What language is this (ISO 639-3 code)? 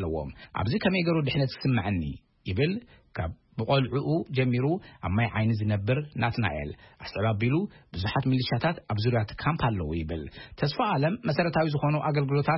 tir